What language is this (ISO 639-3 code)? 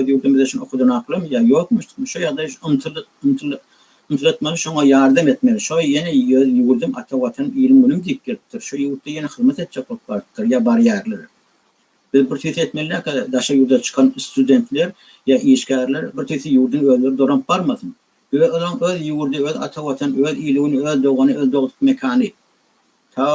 tuk